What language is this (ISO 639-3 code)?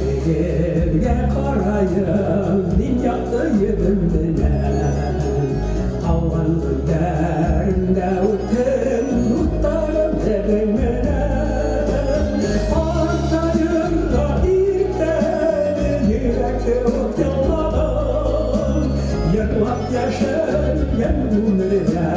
bak